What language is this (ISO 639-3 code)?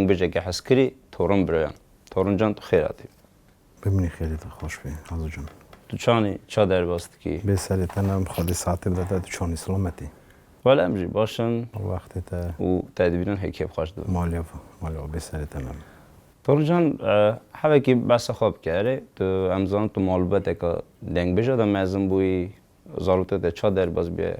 kur